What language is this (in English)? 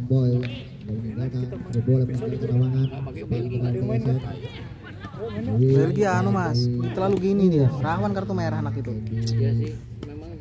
Indonesian